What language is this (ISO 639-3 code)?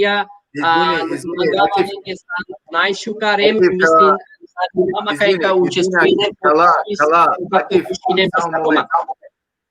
rmn